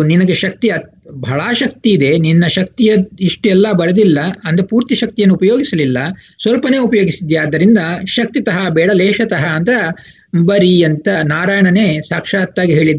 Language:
Kannada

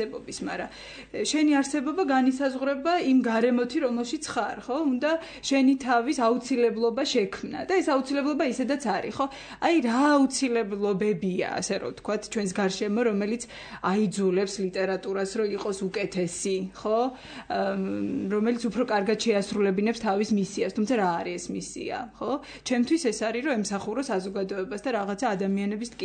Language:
Georgian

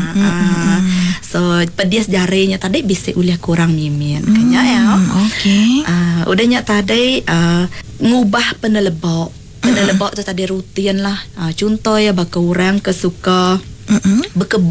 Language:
Iban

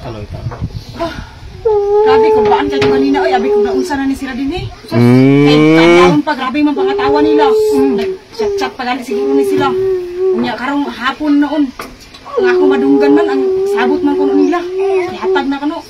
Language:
Cebuano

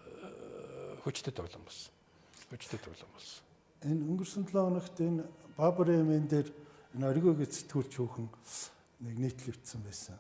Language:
Mongolian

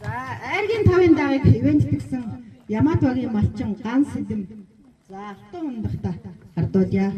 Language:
Mongolian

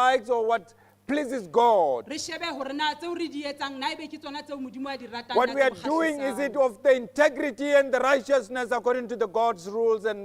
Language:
Southern Sotho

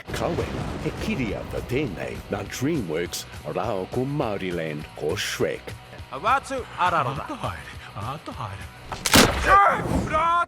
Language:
Māori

